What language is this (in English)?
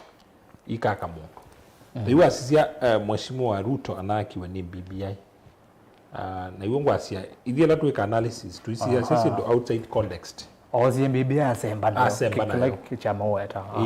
Kamba